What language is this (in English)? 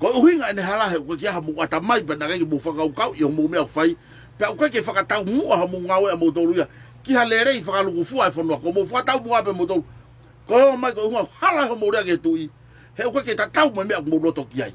Tongan